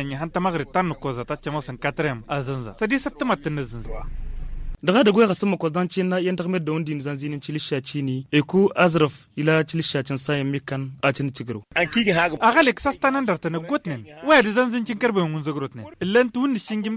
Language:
Tamasheq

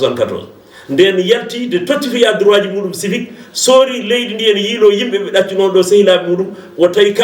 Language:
Fula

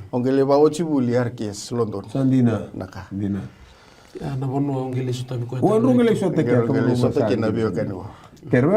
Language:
Fijian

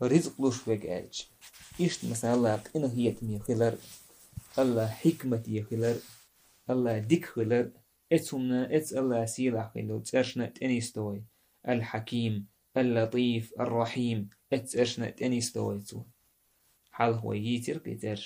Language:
Chechen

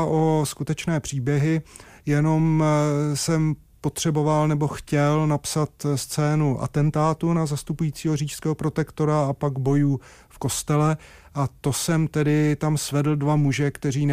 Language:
Czech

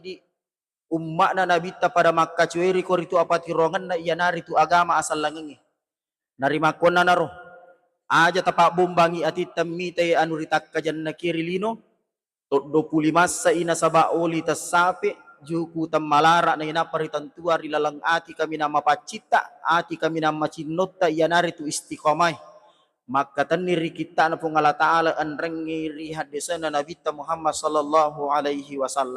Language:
Buginese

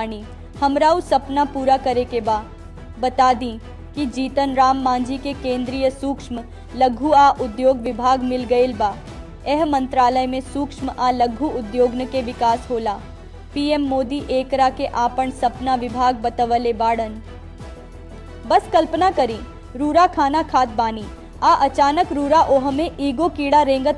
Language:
Bhojpuri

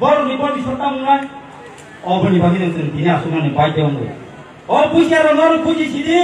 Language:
Kok Borok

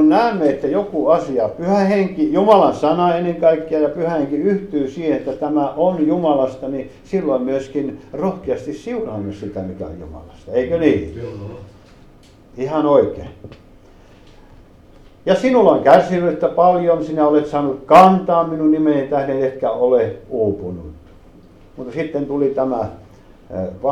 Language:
Finnish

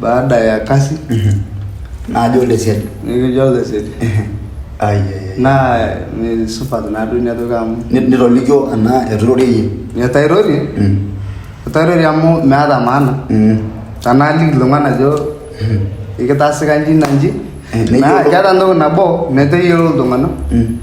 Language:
Masai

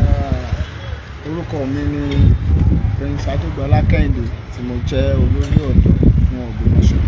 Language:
Yoruba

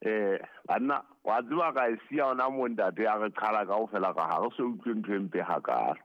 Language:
Southern Sotho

